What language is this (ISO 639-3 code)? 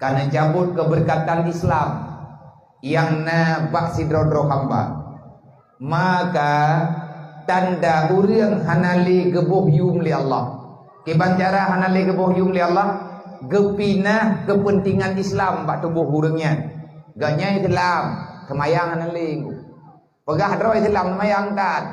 ace